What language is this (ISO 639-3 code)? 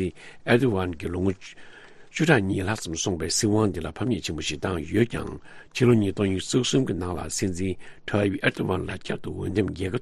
bod